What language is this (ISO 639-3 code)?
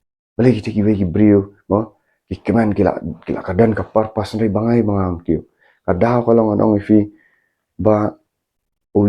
kha